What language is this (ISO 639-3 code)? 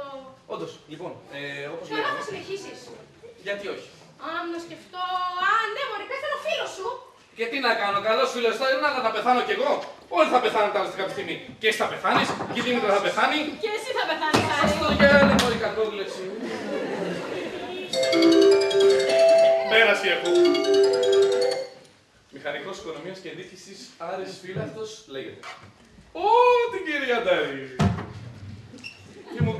ell